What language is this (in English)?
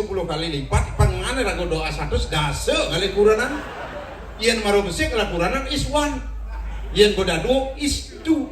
Balinese